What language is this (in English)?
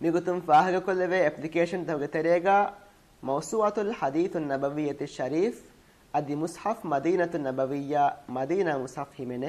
Divehi